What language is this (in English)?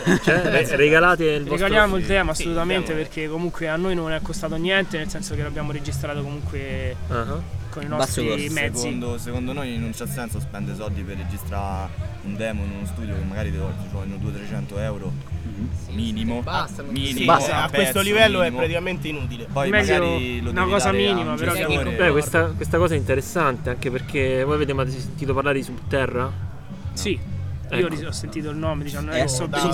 Italian